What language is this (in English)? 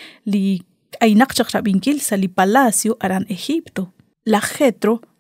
Kekchí